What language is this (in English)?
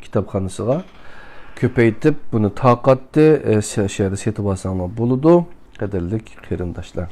Uyghur